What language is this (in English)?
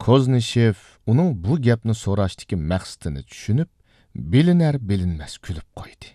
Uyghur